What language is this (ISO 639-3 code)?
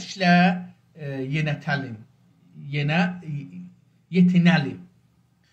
azb